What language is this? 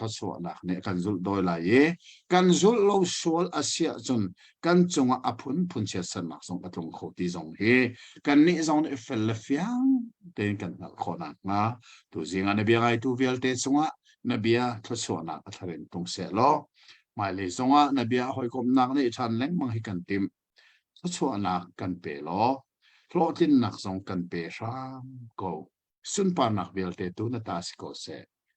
Hakha Chin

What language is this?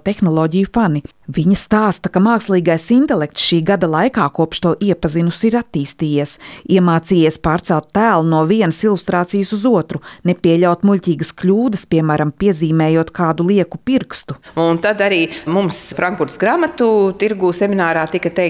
Latvian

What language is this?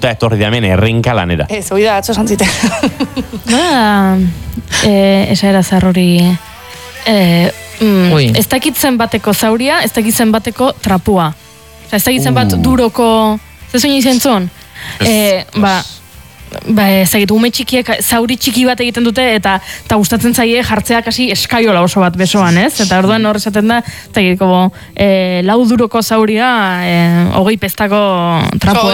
Basque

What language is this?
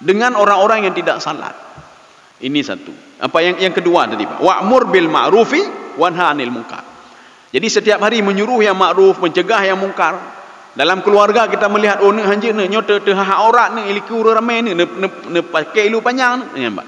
Achinese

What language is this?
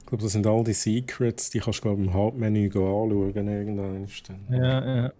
Swiss German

